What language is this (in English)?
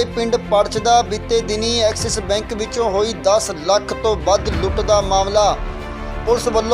Punjabi